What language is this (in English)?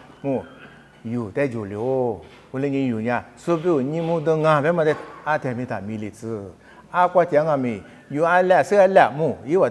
Lisu